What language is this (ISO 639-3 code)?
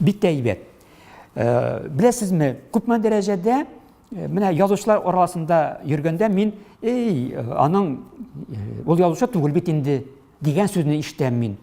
tat